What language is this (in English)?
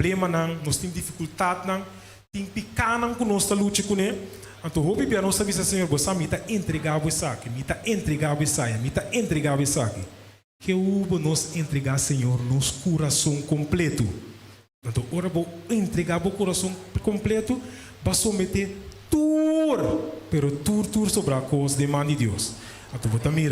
Papiamento